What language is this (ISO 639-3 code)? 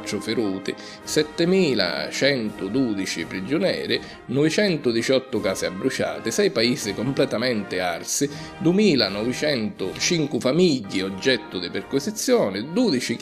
scn